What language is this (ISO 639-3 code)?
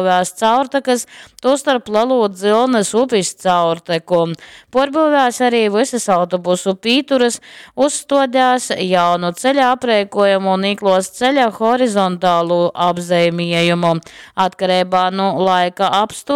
ltg